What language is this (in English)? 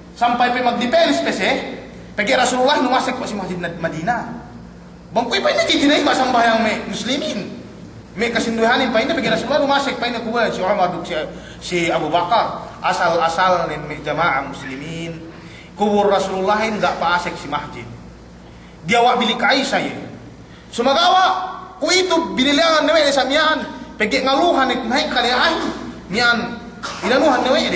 Yakan